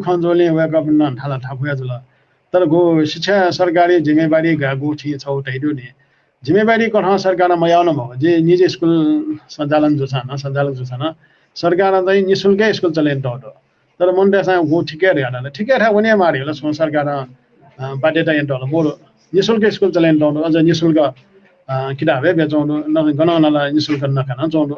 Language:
Newari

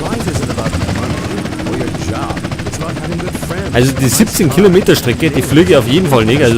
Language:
Bavarian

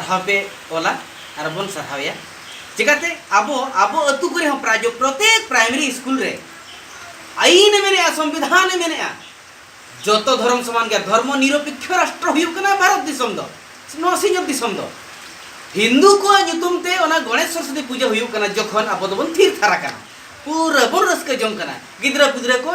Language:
Santali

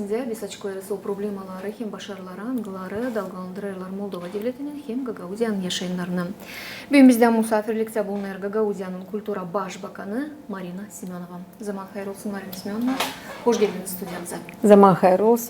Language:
Gagauz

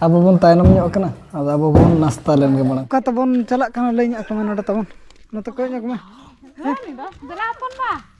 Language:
Santali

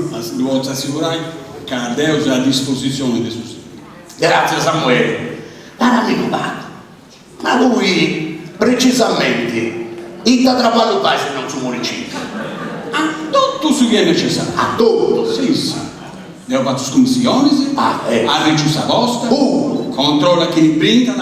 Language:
Sardinian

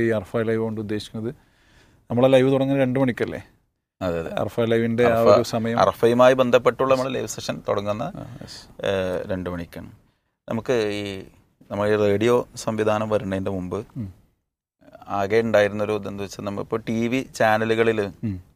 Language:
Malayalam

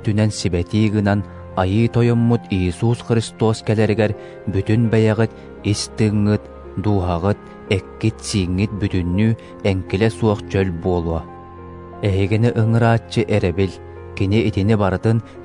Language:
Yakut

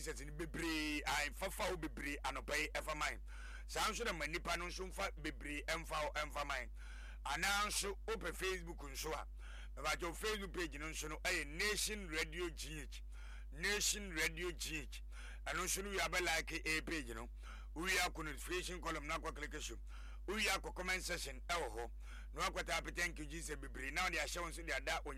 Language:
Akan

